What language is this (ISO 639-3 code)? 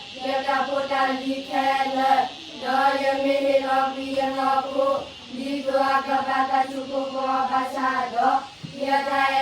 ksw